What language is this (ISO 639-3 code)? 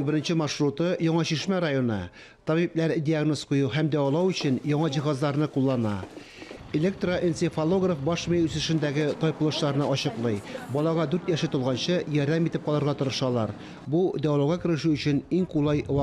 tat